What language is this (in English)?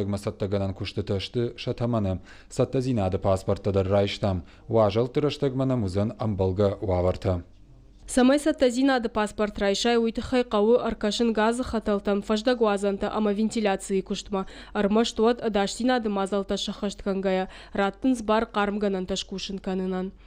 Ossetic